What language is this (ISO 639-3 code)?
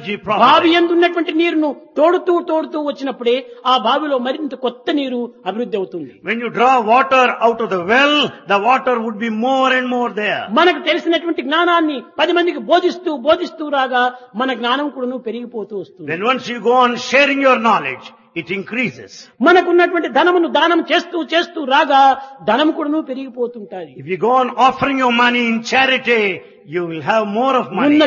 tel